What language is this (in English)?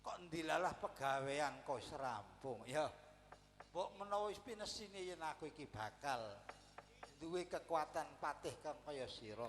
Javanese